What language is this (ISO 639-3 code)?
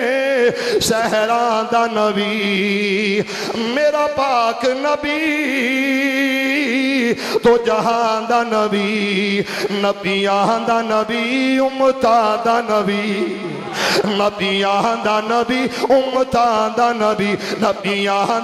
lah